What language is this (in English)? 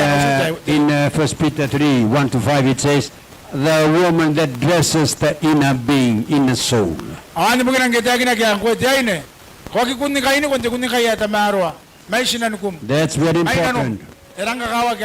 Gilbertese